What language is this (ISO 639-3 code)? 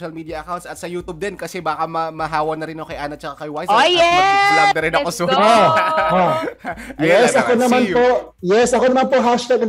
fil